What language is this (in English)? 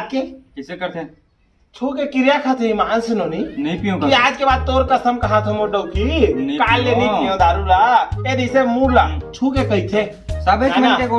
Chhattisgarhi